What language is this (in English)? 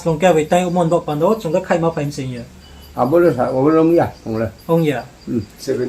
Riang (India)